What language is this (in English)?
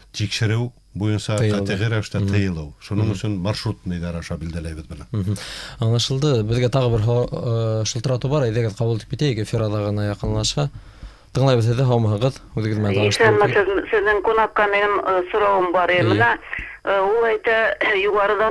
Bashkir